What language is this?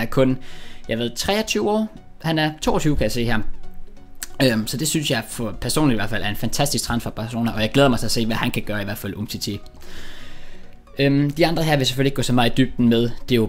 Danish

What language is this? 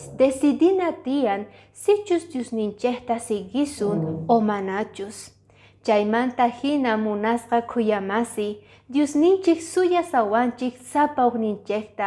Quechua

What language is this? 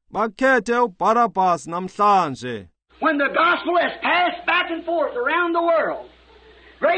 Xhosa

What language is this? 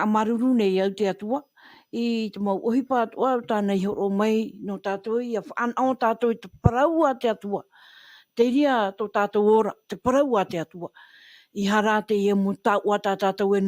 Tahitian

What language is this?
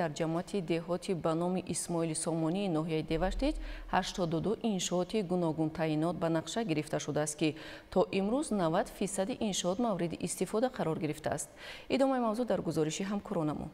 Tajik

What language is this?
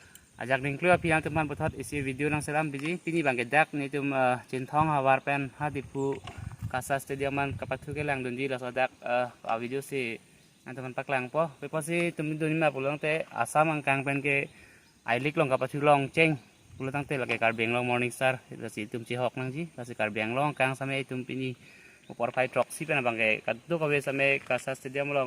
Karbi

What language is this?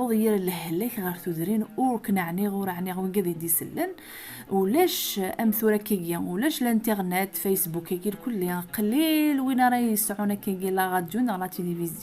Kabyle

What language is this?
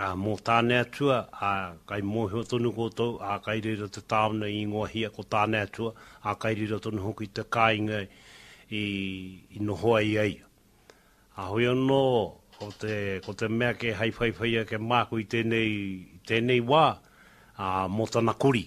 Māori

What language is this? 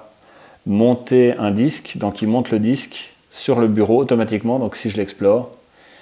French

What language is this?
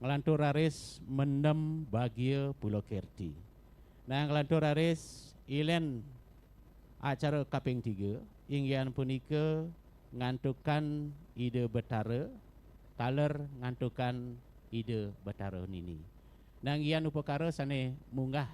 Balinese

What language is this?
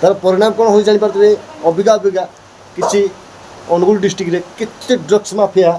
Odia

